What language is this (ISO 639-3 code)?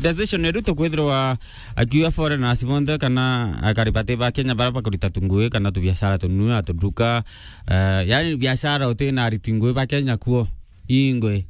mer